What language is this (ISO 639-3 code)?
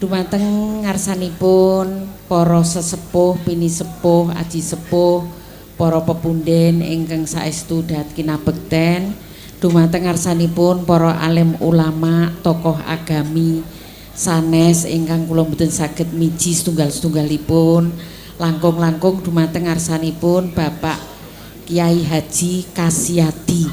jav